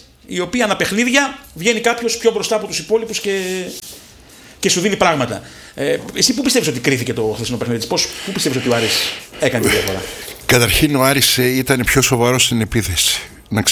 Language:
Greek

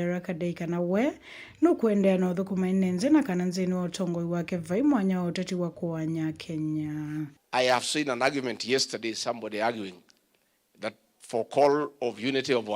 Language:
Kamba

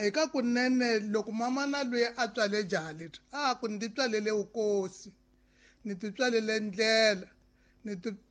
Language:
Tsonga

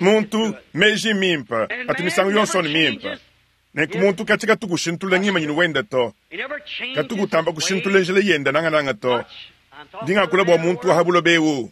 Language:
Luba-Lulua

